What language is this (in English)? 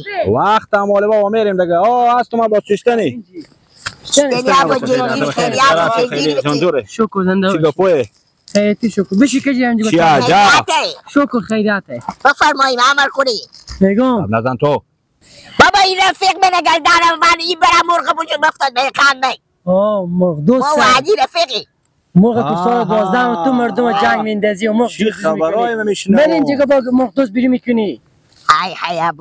Persian